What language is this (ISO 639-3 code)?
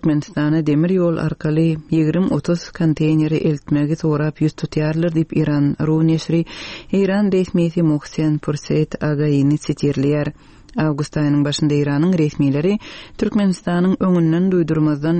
tuk